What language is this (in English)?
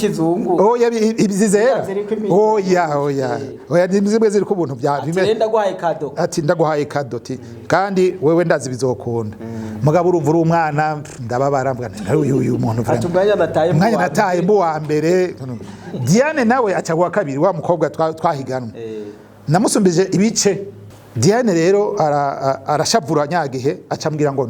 Rundi